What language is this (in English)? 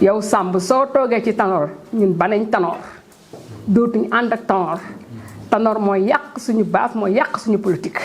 Wolof